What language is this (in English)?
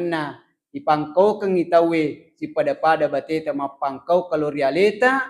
Buginese